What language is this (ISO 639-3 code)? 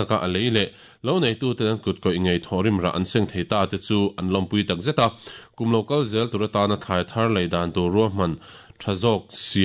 lus